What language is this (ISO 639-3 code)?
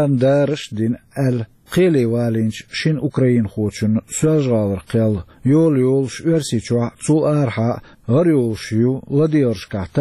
che